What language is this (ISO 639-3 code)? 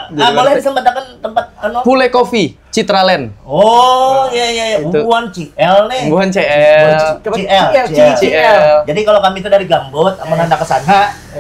bjn